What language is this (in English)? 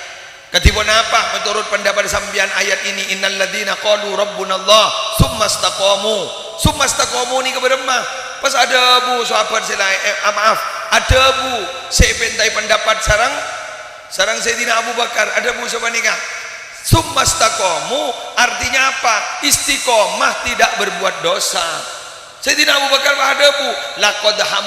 Madurese